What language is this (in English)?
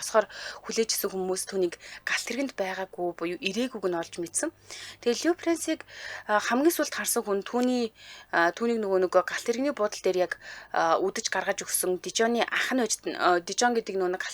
Mongolian